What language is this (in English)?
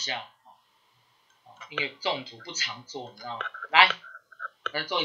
Chinese